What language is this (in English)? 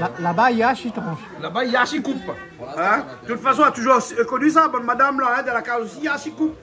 Réunion Creole French